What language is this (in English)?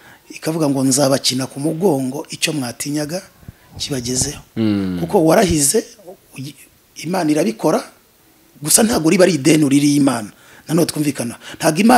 Kinyarwanda